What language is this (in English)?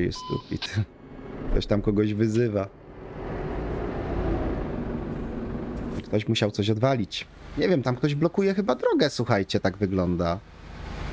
Polish